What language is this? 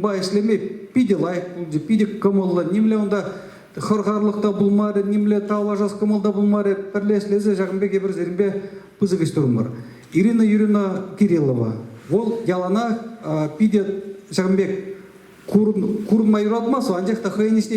Chuvash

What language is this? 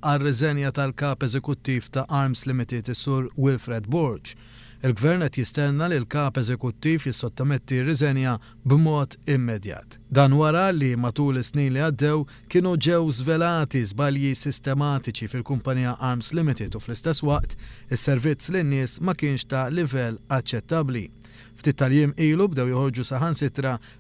Maltese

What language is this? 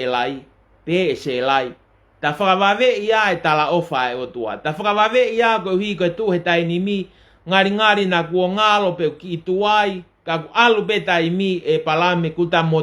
Tongan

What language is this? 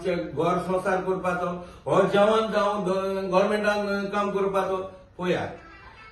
Konkani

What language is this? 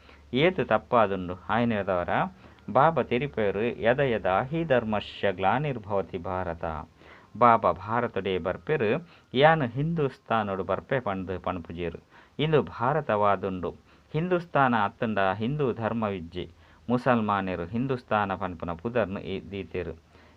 Tulu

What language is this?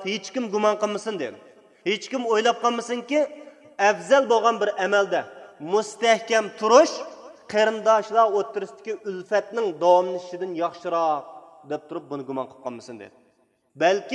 Uyghur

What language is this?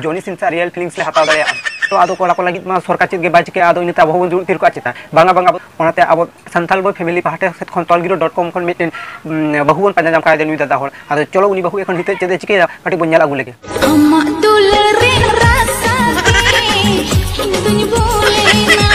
Santali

